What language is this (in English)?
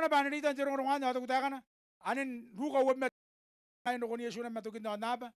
Gilbertese